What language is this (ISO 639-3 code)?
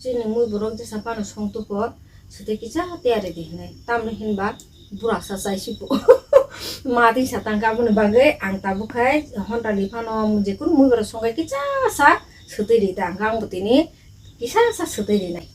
trp